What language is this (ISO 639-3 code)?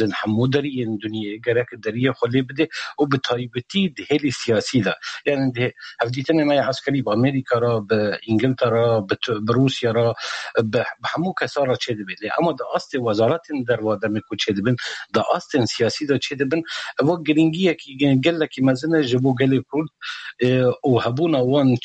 kur